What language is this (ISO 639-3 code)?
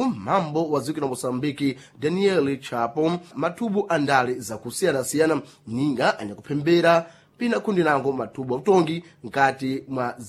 seh